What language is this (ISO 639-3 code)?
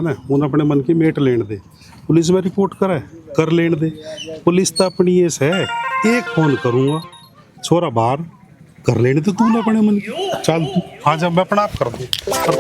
bgc